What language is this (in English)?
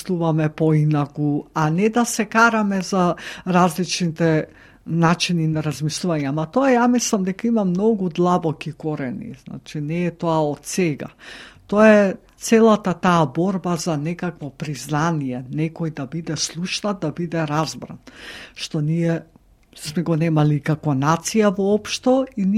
Macedonian